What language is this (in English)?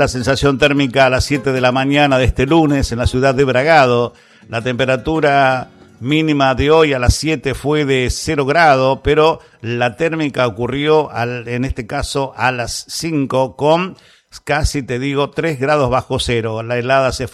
Spanish